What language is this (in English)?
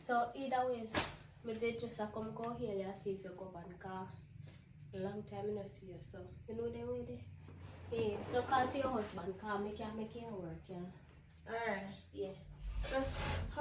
Jamaican Creole English